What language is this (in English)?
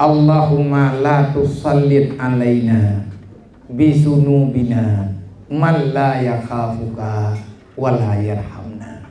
Achinese